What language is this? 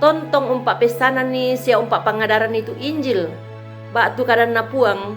Toraja-Sa'dan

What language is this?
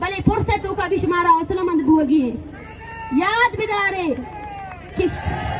Eastern Balochi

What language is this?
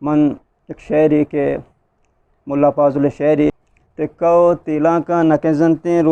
Eastern Balochi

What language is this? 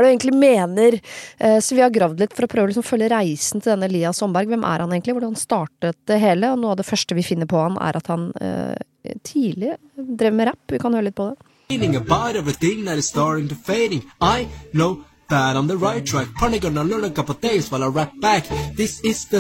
Norwegian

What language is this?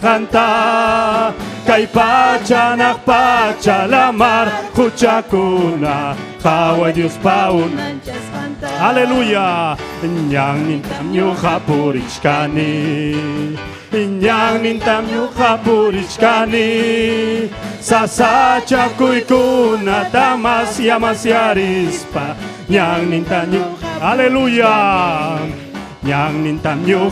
Ayacucho Quechua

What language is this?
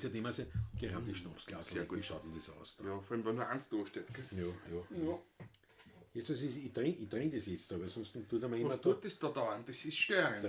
Bavarian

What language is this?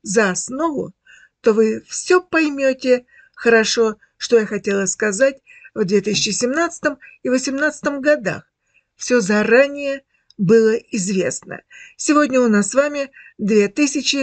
Russian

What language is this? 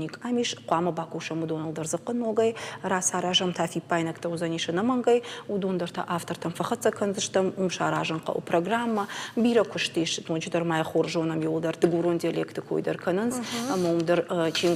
Ossetic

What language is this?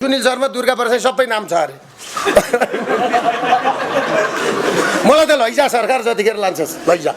Nepali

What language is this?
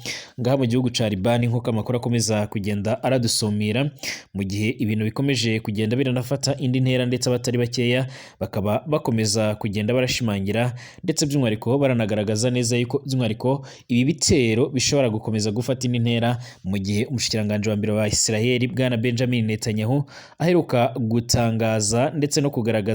Rundi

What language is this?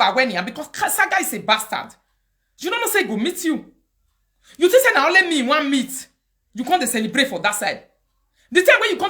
Nigerian Pidgin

